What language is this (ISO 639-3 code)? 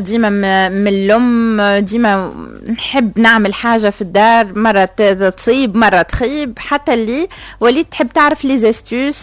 aeb